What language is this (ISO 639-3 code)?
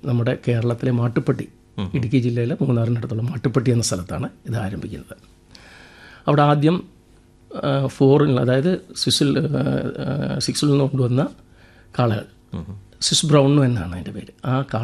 mal